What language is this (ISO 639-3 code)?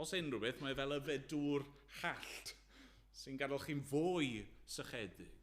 cym